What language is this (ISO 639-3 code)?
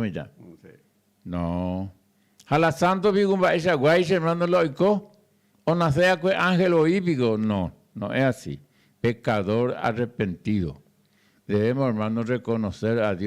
grn